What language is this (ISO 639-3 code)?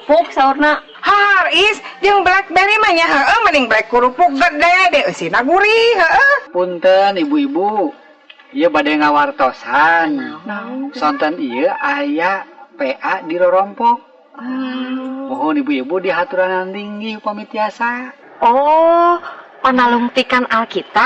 sun